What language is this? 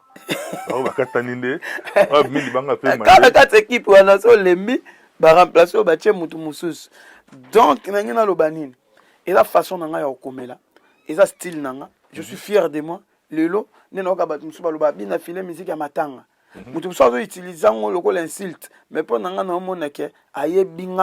Lingala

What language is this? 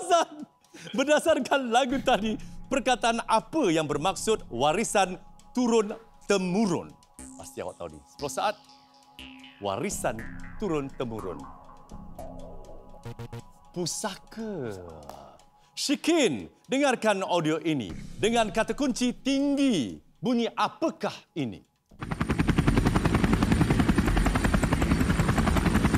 Malay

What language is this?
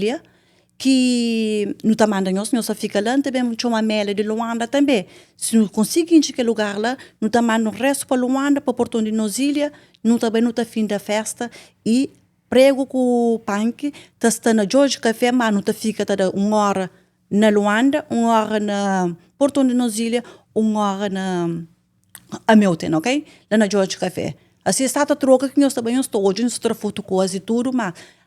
Kabuverdianu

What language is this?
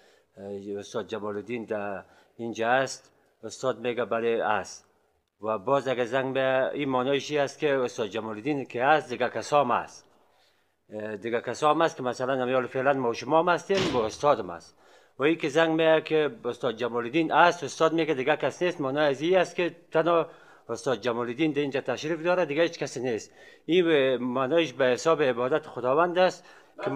Persian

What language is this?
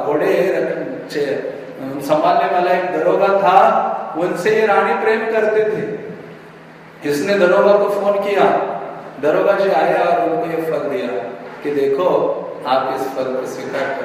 Hindi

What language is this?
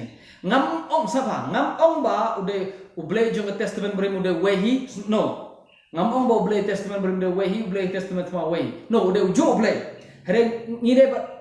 Khasi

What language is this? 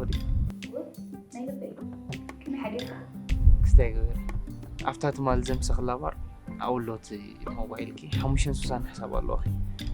Tigrinya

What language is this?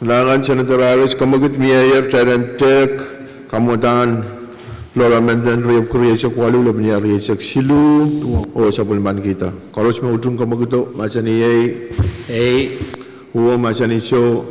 Pohnpeian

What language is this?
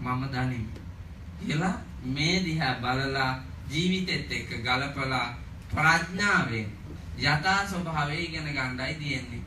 Sinhala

